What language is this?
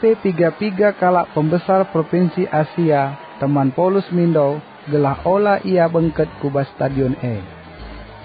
Batak Karo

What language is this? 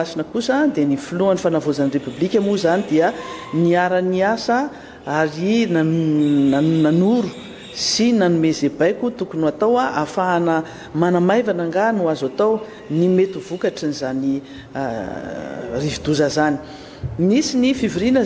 Malagasy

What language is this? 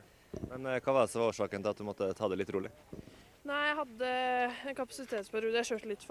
Norwegian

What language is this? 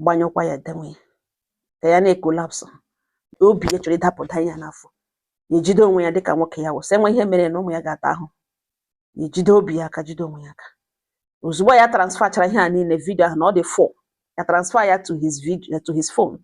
Igbo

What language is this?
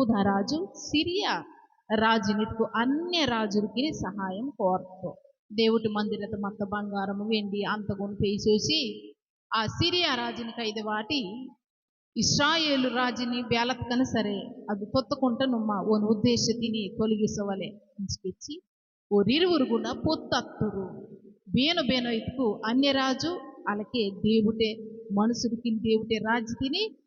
Koya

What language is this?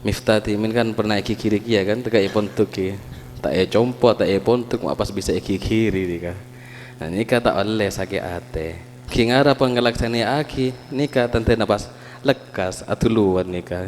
Madurese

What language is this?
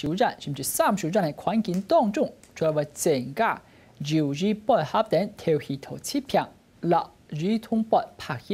Hakka Chinese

